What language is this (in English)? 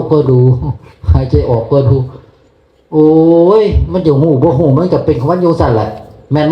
Northeastern Thai